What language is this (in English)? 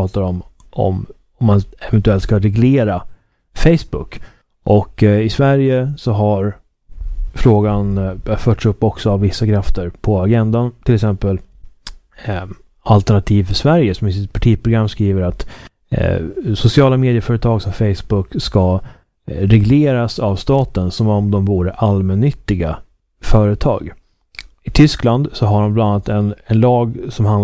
Swedish